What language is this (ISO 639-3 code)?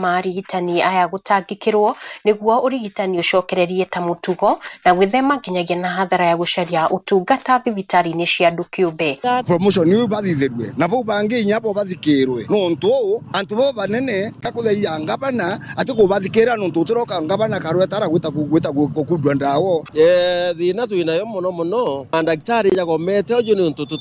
kik